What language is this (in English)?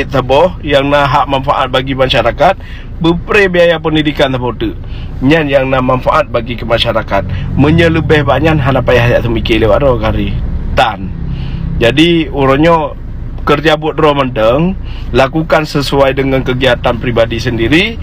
Achinese